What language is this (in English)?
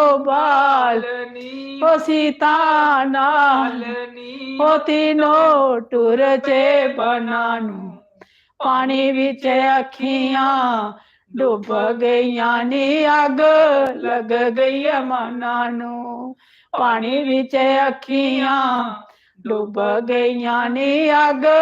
Dogri